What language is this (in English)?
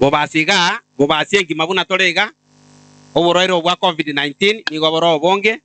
Gusii